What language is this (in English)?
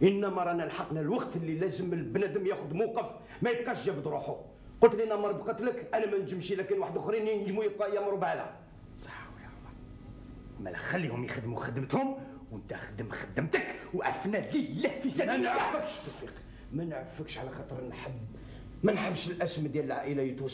Algerian Arabic